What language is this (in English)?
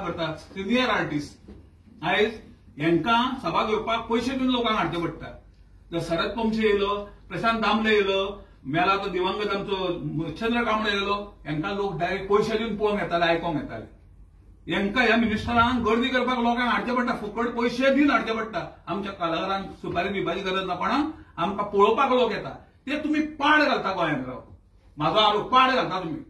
Konkani